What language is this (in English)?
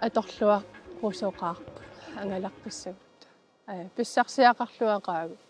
Kalaallisut